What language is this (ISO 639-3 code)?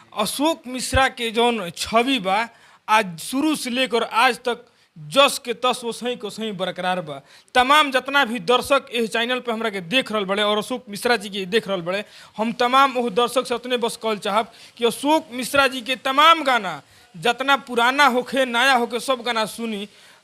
bho